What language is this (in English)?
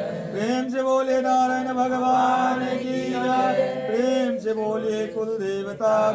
Maithili